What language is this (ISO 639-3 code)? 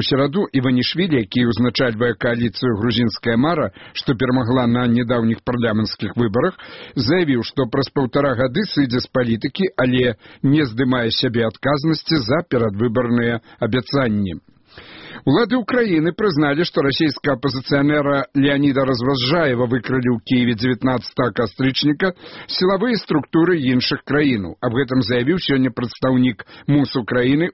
bel